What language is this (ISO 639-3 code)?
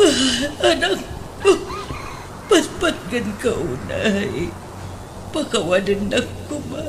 ilo